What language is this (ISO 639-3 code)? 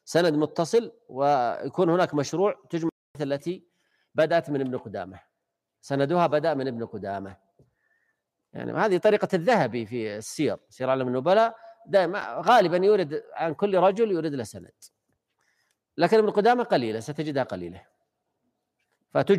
ara